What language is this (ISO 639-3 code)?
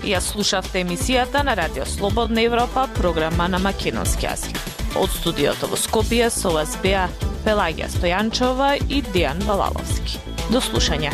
mkd